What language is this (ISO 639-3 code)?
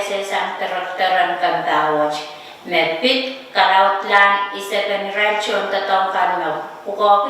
pon